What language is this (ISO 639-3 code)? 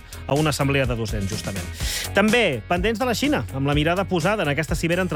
cat